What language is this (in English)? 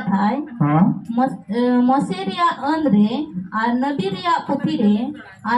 Santali